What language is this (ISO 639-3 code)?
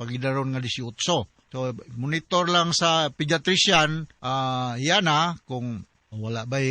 ceb